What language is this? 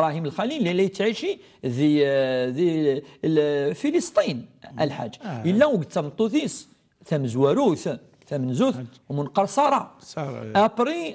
Kabyle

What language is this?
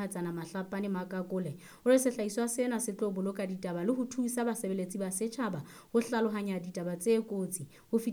Southern Sotho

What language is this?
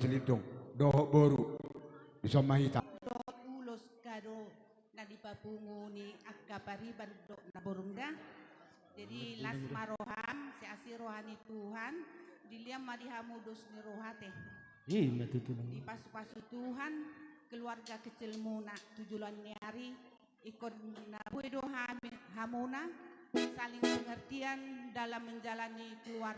Batak Toba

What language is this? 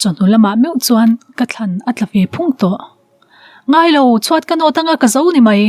Mizo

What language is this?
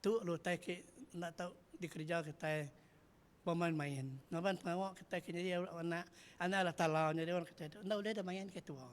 Iban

